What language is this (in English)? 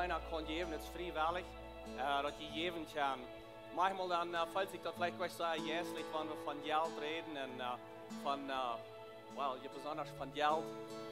Plautdietsch